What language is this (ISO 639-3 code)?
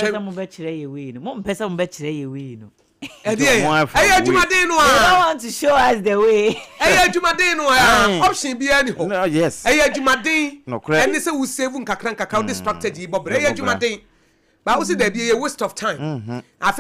aka